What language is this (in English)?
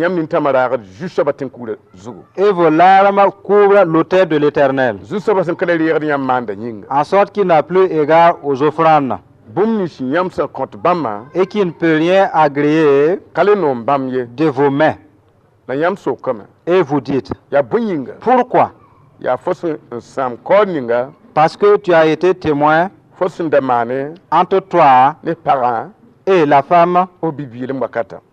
Mossi